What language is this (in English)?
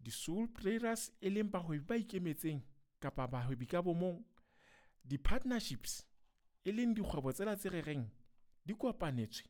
Southern Sotho